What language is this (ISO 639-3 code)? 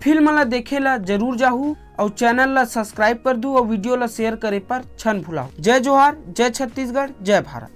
hne